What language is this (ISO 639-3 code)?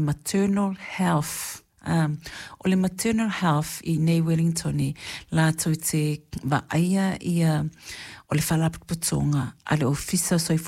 smo